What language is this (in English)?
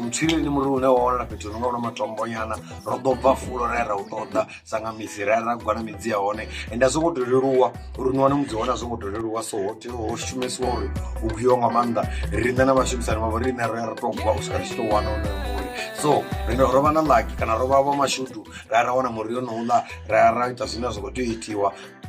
Venda